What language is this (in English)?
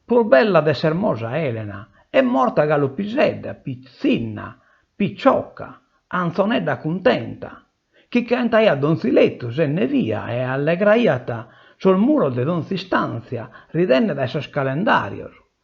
Sardinian